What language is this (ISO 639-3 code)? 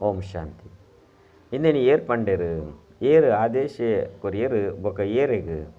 tcy